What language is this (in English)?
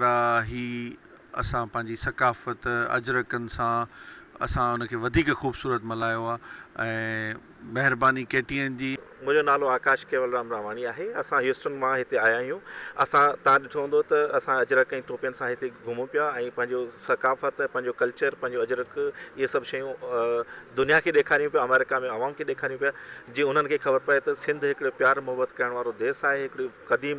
Sindhi